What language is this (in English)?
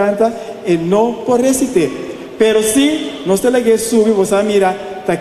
Papiamento